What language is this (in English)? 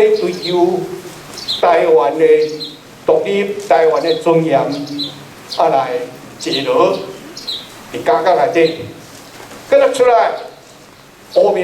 Min Nan Chinese